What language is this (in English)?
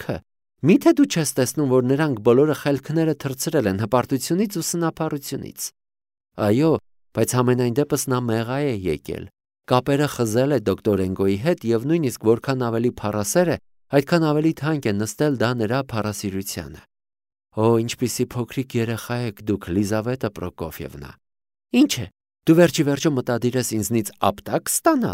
Armenian